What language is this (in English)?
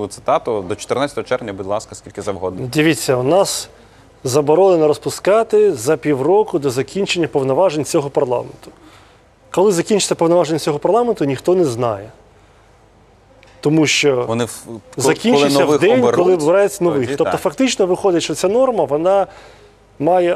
Ukrainian